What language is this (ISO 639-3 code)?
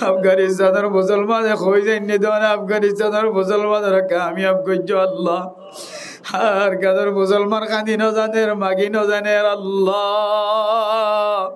rhg